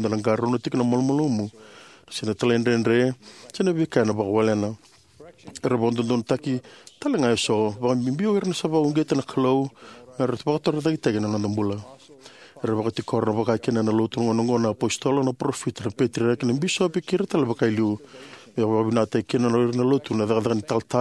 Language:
Fijian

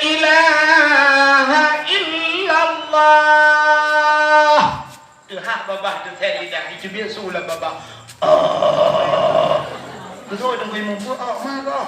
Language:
Achinese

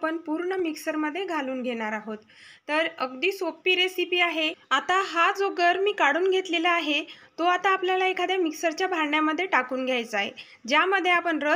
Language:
Marathi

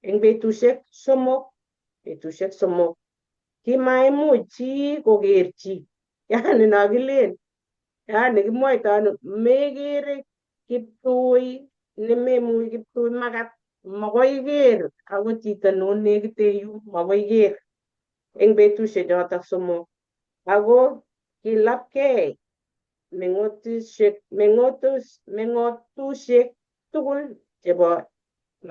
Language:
Kalenjin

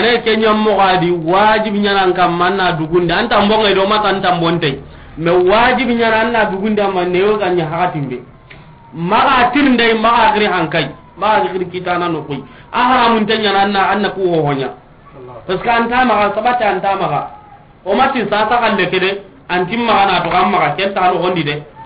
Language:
Soninke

